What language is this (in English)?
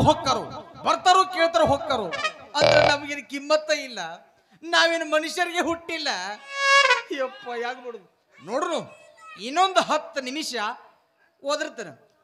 Kannada